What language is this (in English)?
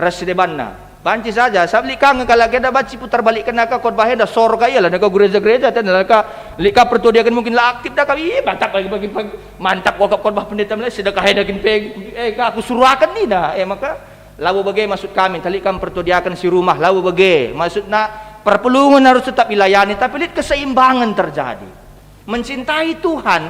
Batak Karo